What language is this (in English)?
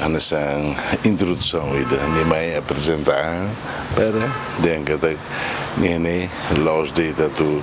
Tetum